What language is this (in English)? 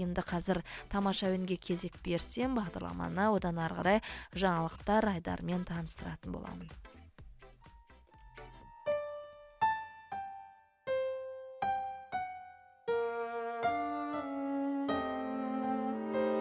Kazakh